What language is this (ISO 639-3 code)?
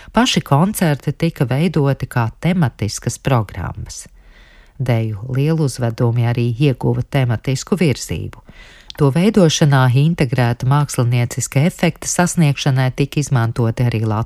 lav